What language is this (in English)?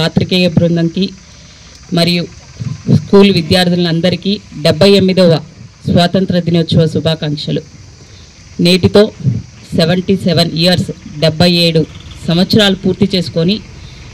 Telugu